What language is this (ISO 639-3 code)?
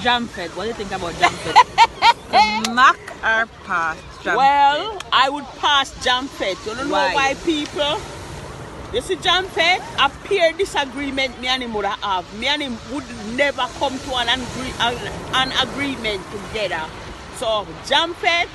jam